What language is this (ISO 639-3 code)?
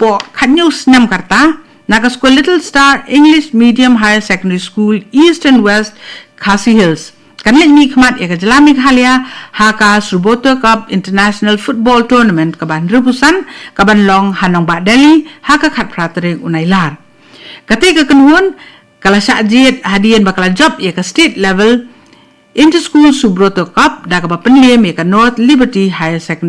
kha